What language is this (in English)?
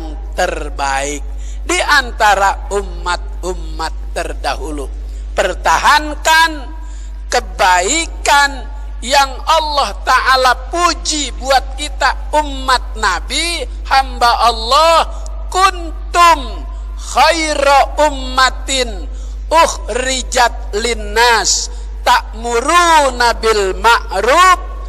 Betawi